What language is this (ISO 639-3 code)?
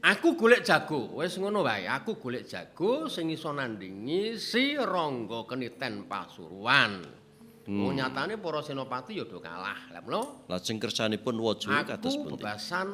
jav